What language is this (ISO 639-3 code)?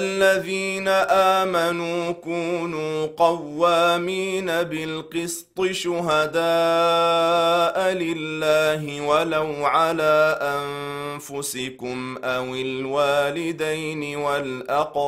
ara